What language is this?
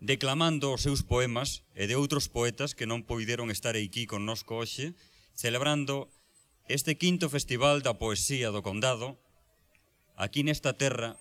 Galician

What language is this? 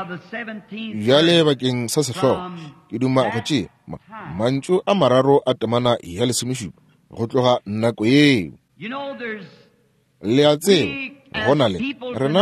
Northern Sotho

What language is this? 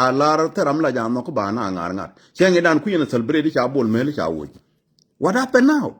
Nuer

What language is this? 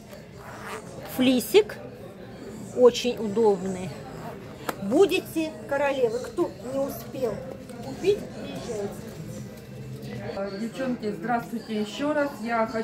Russian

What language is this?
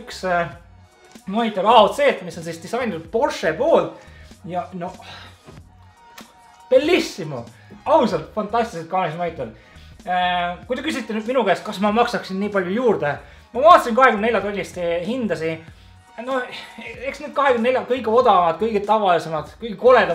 Estonian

